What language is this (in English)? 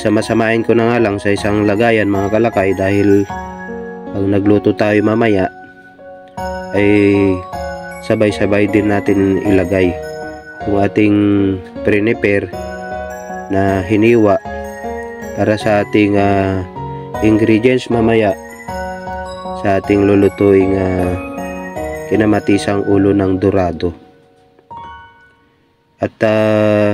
Filipino